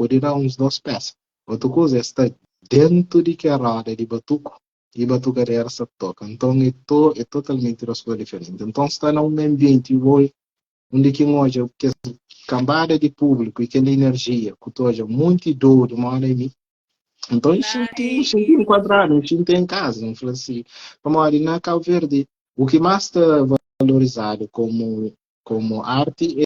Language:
Kabuverdianu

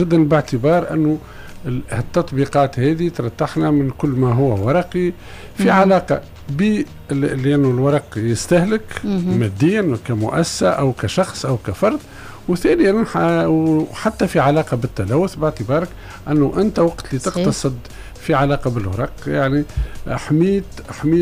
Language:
Tunisian Arabic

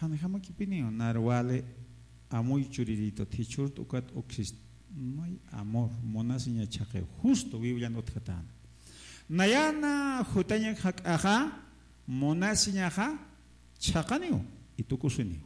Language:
Aymara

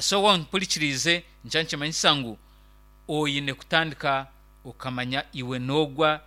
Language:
Nyankole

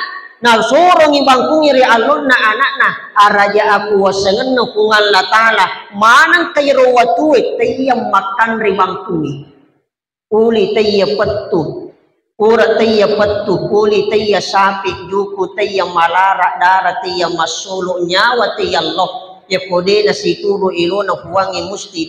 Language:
Buginese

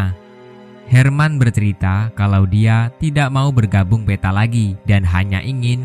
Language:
Indonesian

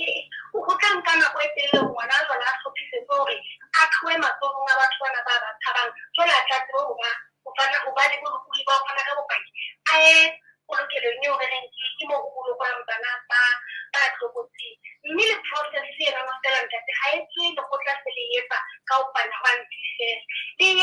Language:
Southern Sotho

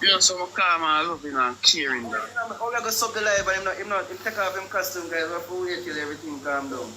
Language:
Jamaican Creole English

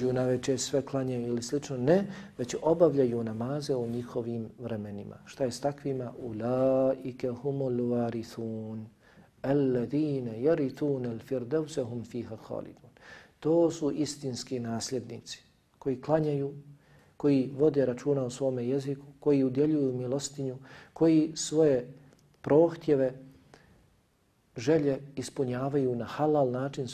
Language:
Bosnian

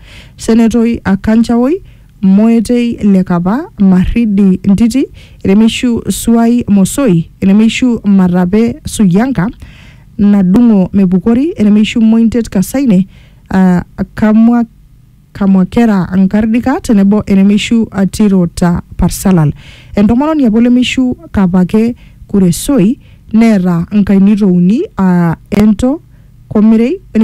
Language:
Masai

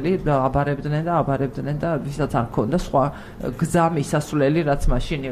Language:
Georgian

